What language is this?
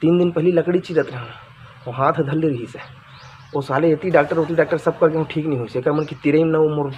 Chhattisgarhi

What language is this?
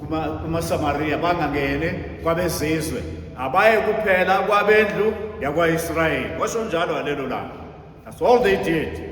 Zulu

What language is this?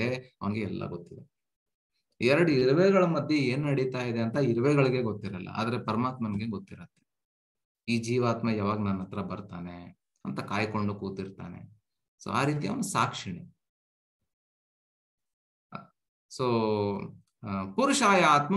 Kannada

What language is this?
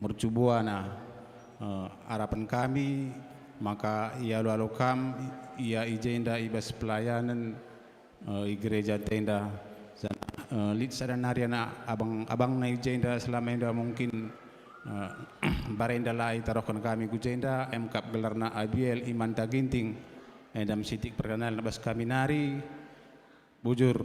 Batak Karo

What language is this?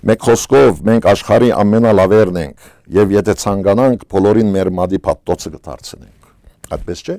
Western Armenian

